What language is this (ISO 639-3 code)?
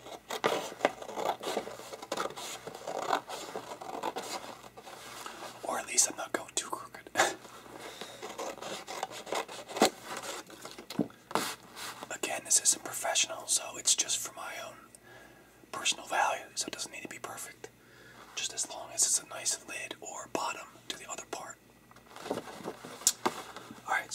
eng